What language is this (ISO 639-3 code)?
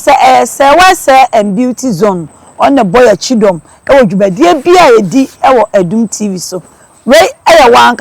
aka